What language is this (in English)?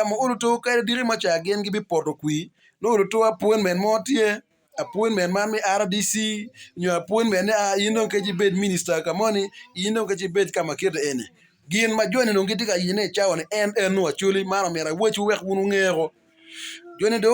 Acoli